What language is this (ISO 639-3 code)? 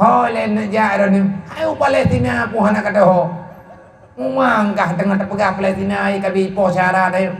ace